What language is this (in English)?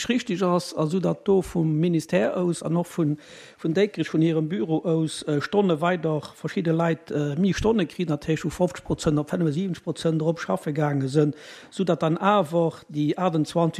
Luxembourgish